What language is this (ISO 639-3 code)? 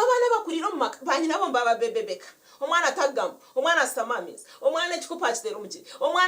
nyn